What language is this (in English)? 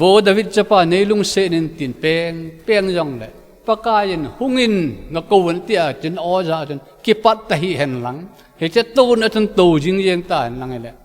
Thado Chin